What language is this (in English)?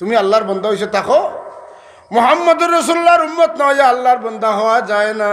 Sylheti